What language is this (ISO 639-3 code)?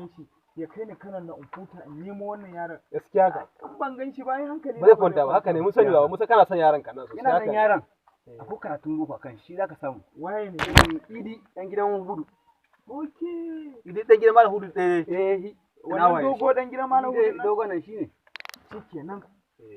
hau